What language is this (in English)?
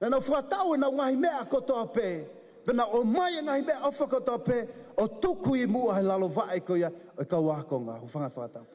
Tongan